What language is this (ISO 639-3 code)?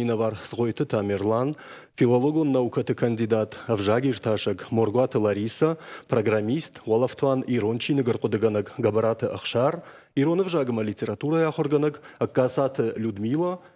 oss